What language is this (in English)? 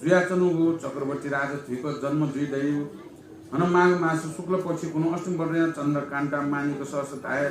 Newari